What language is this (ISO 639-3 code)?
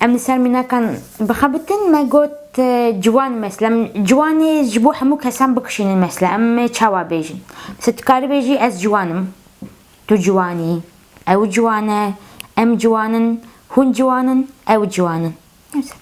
kur